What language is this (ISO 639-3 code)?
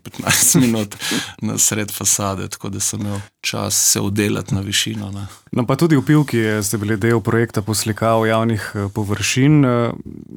slv